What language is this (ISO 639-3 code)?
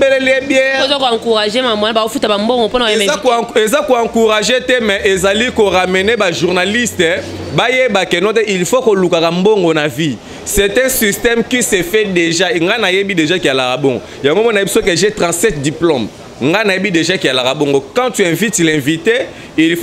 lin